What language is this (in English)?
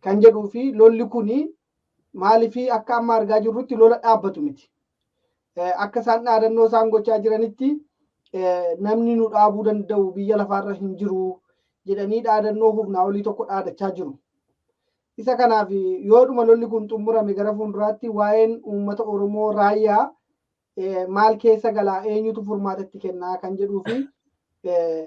Oromo